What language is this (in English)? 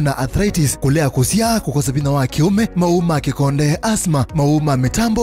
Kamba